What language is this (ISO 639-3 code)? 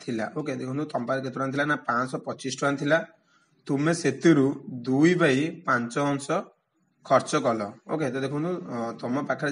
ori